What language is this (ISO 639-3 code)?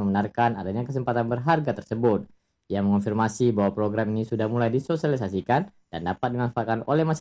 ind